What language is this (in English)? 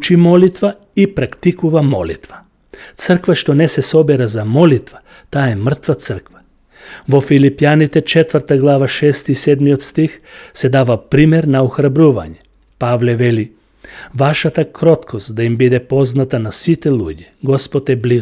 Macedonian